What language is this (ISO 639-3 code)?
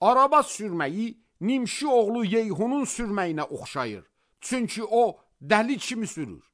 aze